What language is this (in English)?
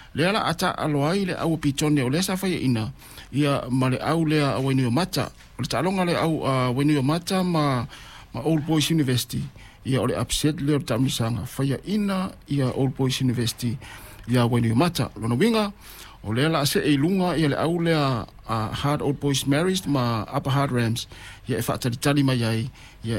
Samoan